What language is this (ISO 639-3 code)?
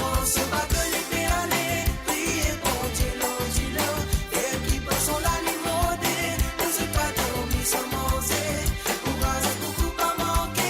mfe